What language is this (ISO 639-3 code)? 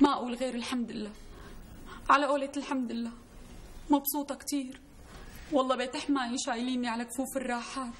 apc